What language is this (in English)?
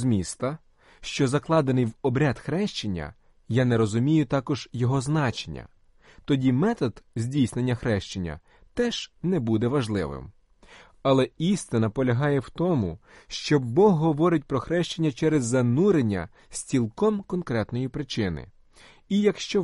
Ukrainian